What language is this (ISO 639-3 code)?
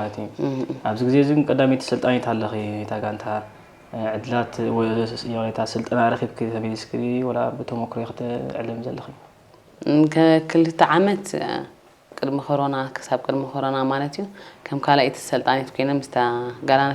tir